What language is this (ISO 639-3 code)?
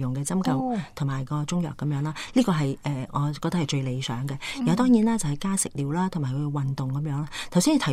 yue